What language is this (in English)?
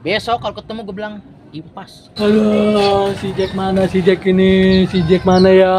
Betawi